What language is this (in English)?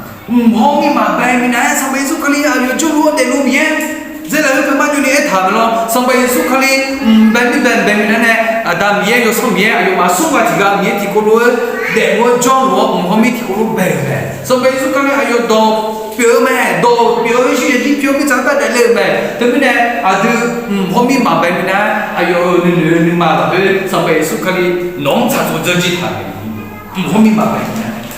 Akha